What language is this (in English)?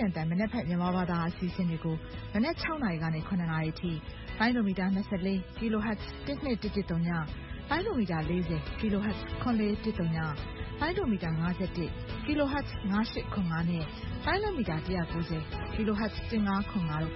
Burmese